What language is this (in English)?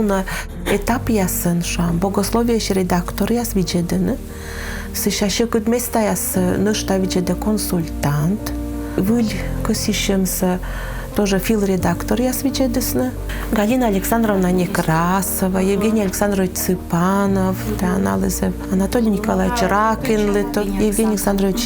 Komi